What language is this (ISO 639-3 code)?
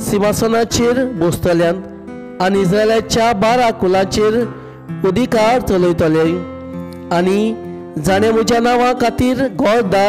kok